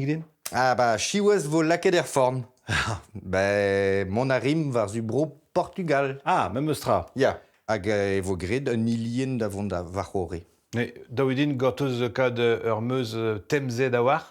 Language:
Breton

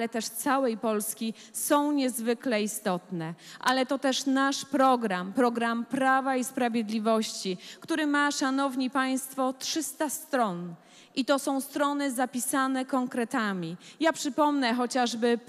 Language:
Polish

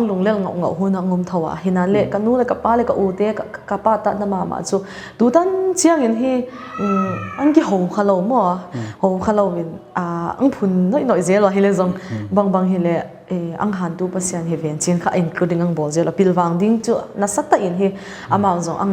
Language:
Paite Chin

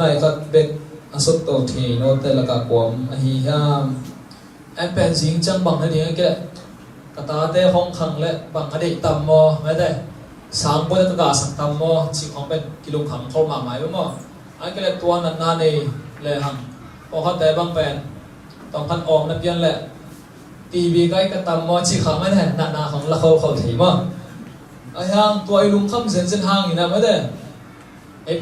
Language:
Tedim Chin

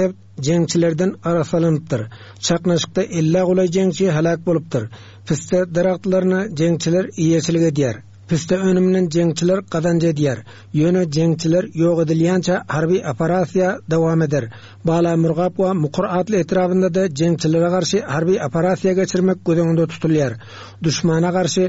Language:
Turkmen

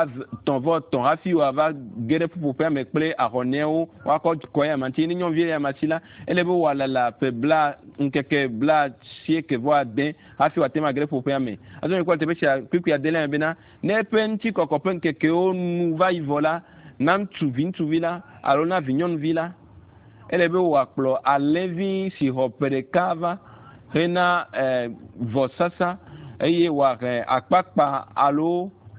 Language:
Ewe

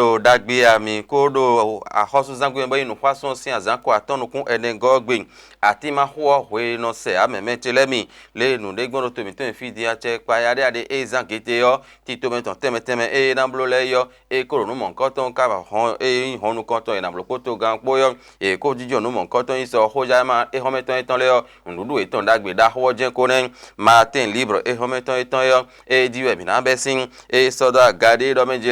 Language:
Fon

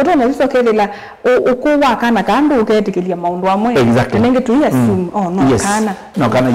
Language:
Kamba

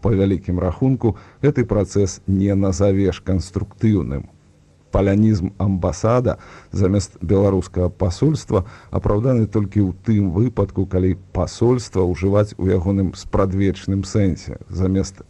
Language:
Belarusian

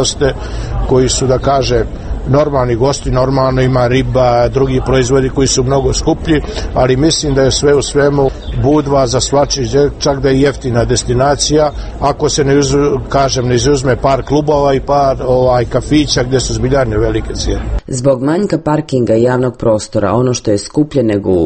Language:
Serbian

